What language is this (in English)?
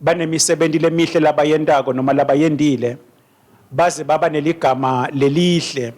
Swati